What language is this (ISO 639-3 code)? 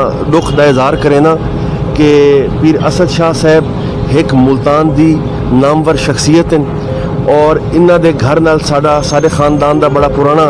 skr